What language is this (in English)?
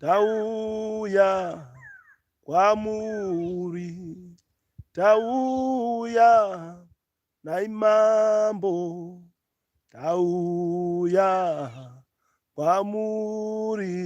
Shona